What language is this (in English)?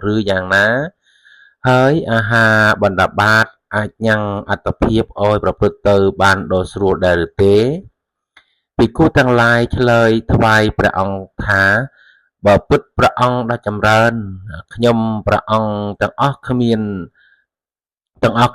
Khmer